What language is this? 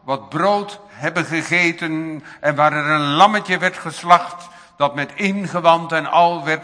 Dutch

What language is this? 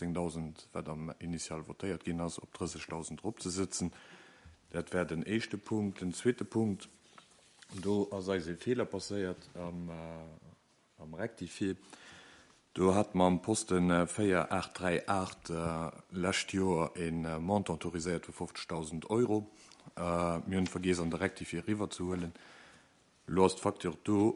Luxembourgish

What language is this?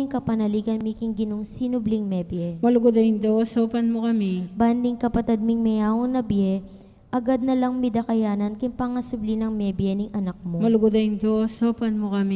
Pampanga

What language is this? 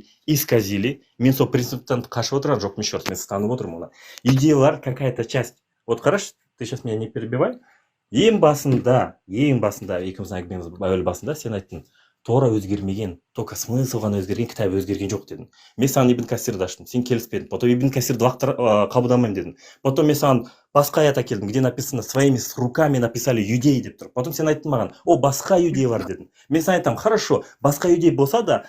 Kazakh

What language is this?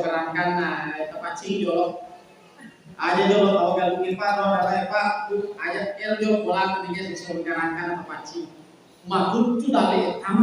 Buginese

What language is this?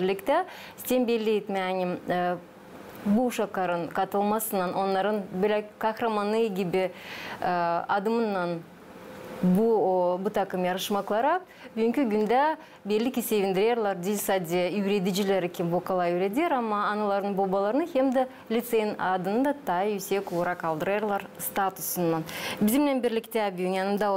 Gagauz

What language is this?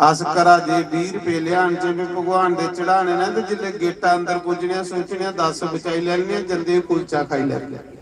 Dogri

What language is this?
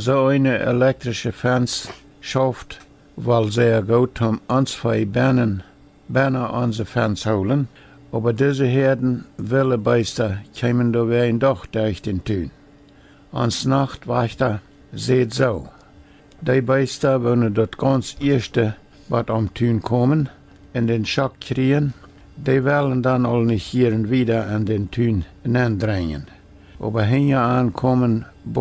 Plautdietsch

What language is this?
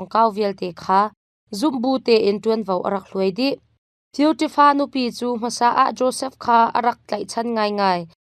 Hakha Chin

